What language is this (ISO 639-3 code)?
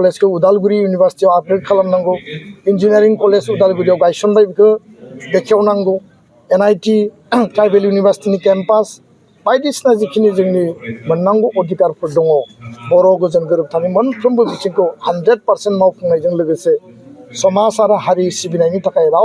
brx